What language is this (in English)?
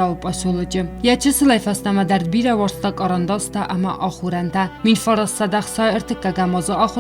Ossetic